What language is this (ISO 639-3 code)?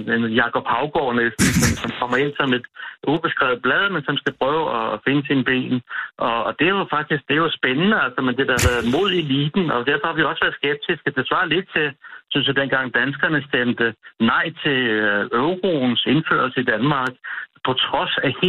dan